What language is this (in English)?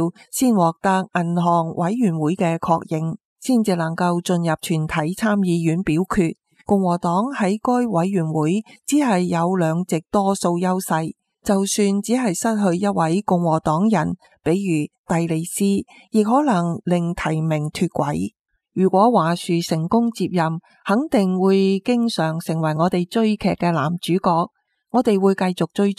Cantonese